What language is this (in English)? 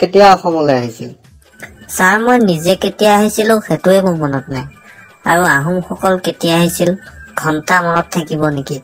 Assamese